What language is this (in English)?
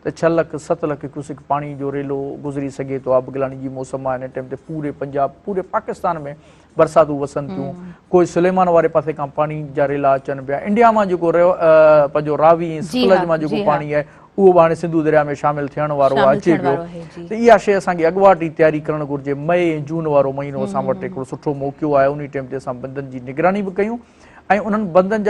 Sindhi